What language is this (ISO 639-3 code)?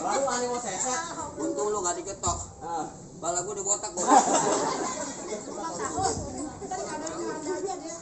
bew